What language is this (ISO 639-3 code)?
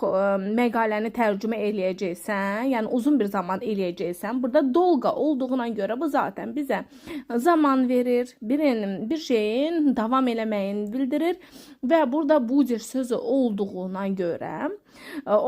aze